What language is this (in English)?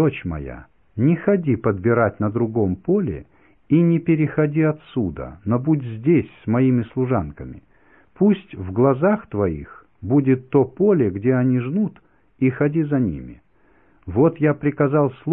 Russian